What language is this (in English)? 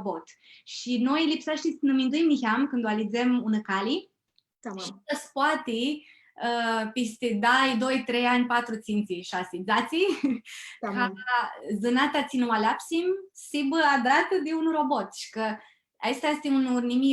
Aromanian